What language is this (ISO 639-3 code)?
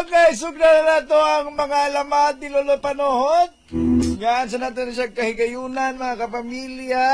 ceb